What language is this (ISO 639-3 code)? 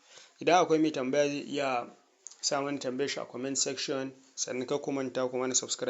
hau